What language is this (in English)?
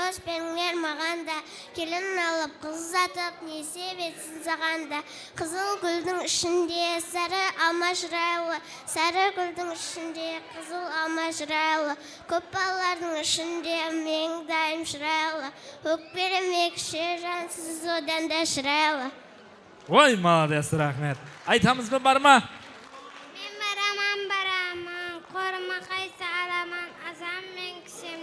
Kara-Kalpak